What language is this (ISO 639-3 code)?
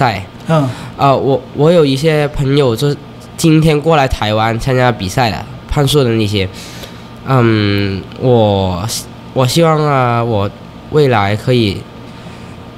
zho